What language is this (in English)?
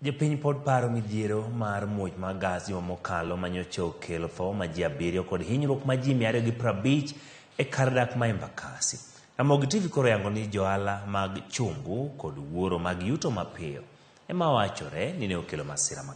Luo (Kenya and Tanzania)